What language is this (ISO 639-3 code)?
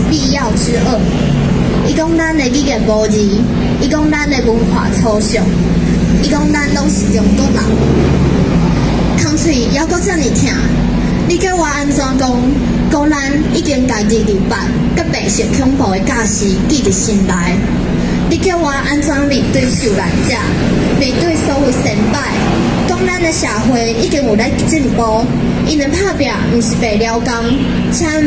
nan